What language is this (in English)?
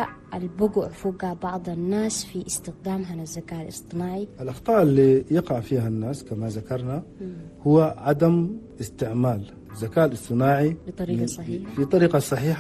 Chadian Arabic